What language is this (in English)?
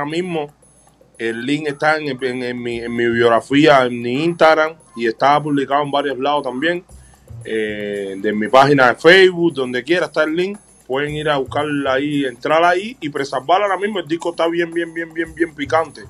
Spanish